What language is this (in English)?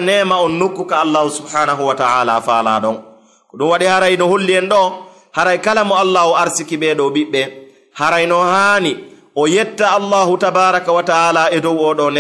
Fula